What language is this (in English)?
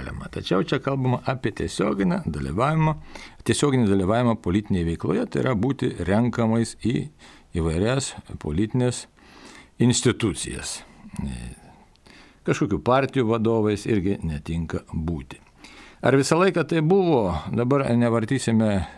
Lithuanian